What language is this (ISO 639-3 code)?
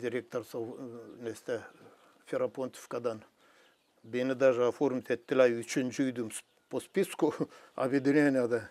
gag